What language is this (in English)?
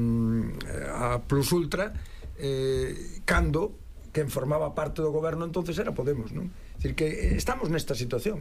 Galician